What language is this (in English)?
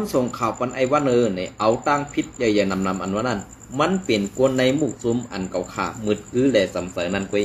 Shan